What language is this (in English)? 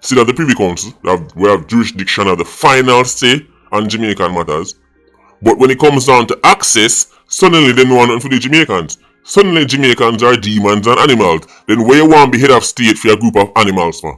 Jamaican Creole English